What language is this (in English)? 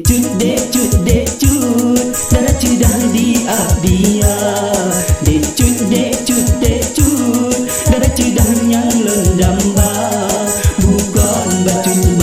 Achinese